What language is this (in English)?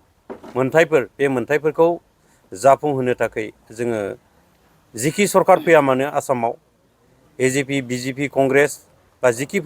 Bodo